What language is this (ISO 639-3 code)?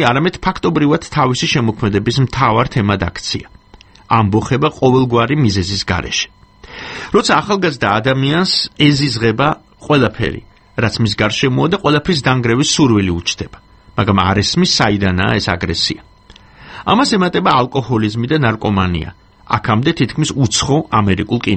kat